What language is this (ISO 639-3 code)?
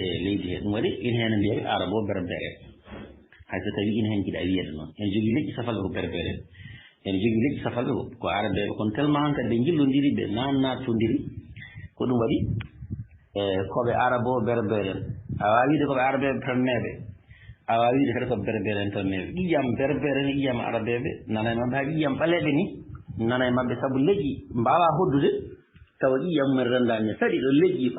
ful